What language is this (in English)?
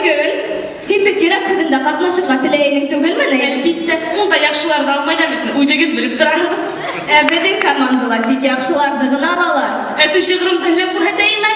Bashkir